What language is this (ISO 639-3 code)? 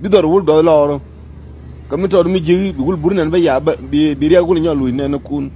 nus